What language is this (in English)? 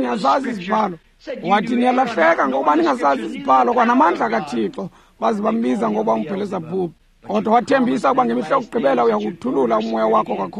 Xhosa